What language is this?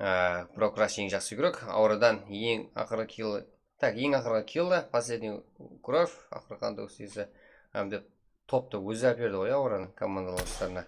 Kara-Kalpak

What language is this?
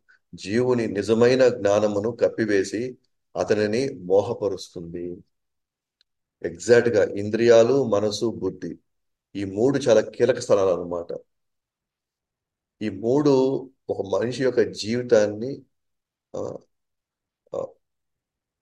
Telugu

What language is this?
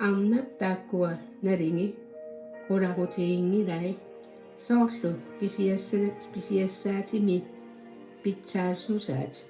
Kalaallisut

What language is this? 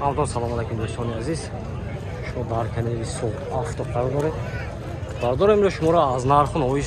Tajik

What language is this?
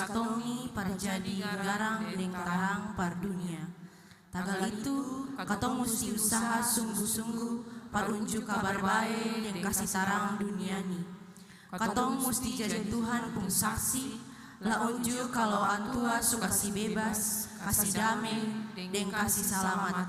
Ambonese Malay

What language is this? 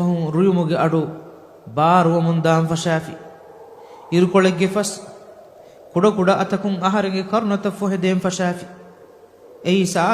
Divehi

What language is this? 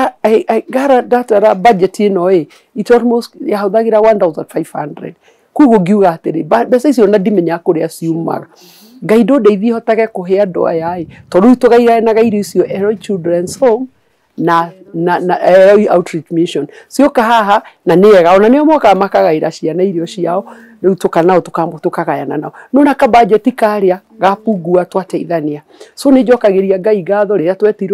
Kikuyu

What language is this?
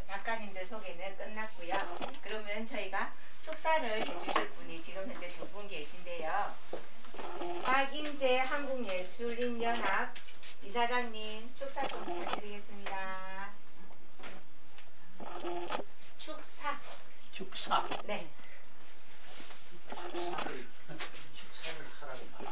Korean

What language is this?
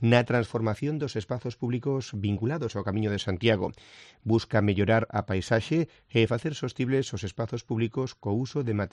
Galician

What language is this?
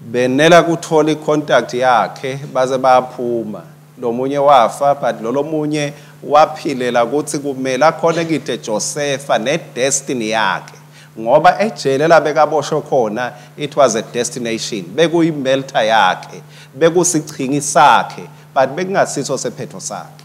Swati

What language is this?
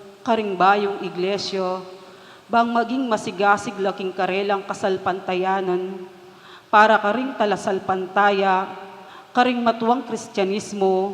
Pampanga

